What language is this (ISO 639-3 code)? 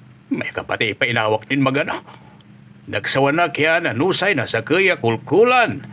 pag